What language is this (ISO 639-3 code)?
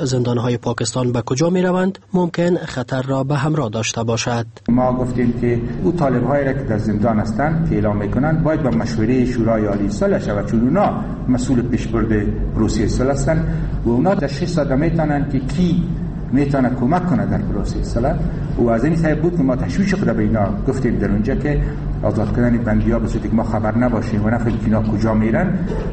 fas